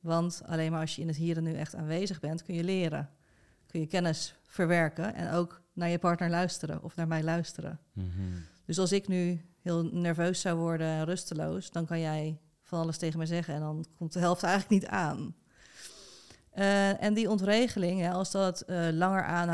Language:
Dutch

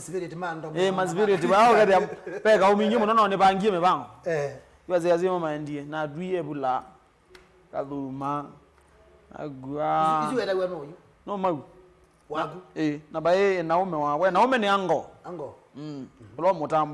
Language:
Kamba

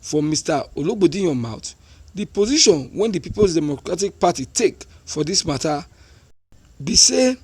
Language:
Nigerian Pidgin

